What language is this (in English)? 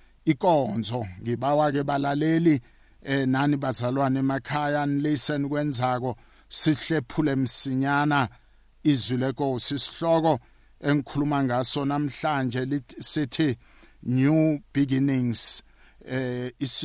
South Ndebele